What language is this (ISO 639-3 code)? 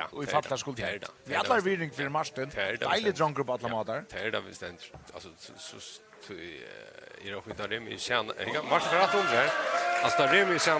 fao